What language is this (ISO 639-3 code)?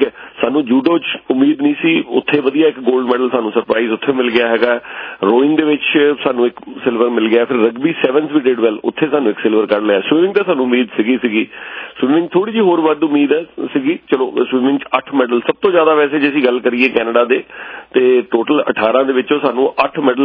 pan